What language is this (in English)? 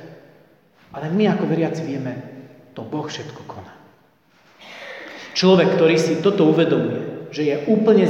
Slovak